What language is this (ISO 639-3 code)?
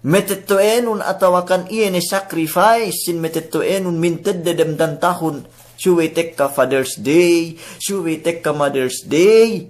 yka